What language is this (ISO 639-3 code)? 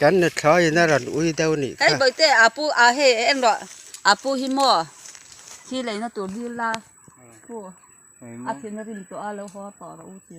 lus